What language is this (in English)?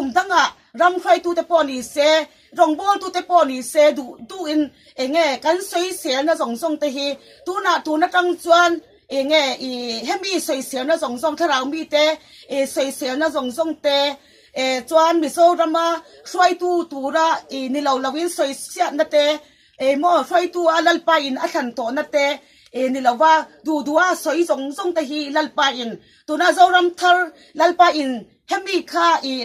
Mizo